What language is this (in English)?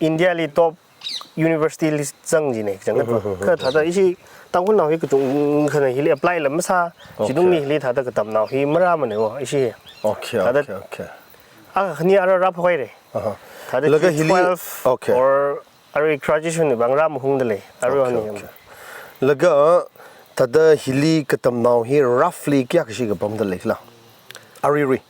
Tangkhul Naga (India)